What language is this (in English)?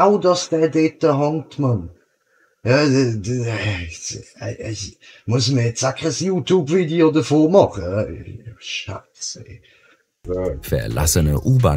Swiss German